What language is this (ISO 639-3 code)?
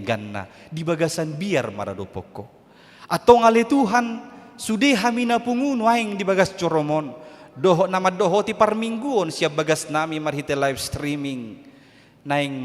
bbc